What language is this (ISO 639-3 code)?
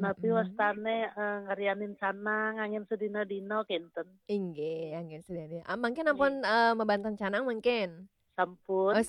ban